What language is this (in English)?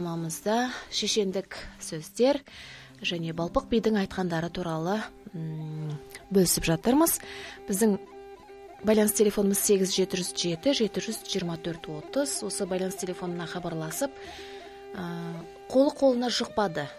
Kazakh